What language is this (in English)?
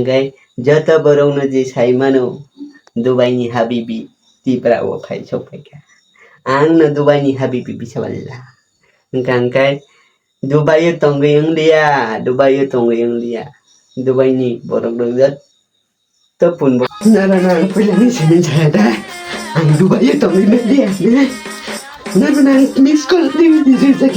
Kok Borok